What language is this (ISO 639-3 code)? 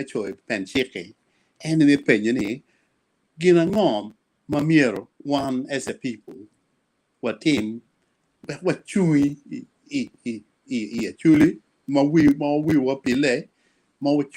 ach